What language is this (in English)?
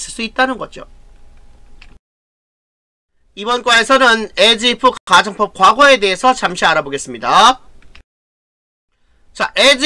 Korean